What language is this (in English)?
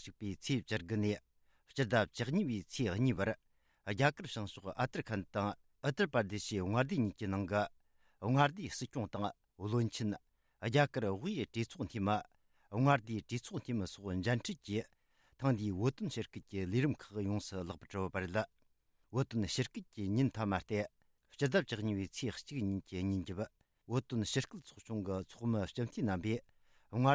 Tibetan